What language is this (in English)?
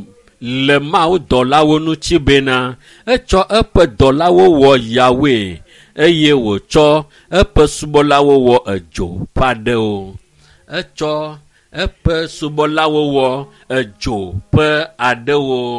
Ewe